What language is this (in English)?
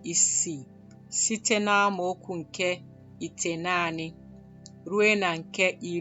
Igbo